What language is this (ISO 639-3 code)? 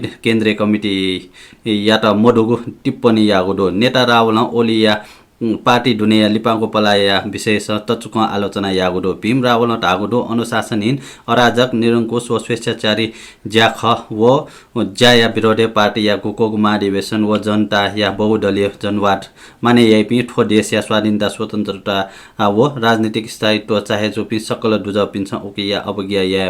new